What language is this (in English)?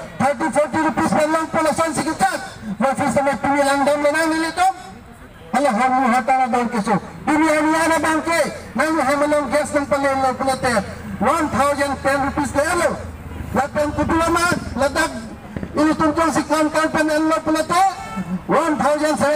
Karbi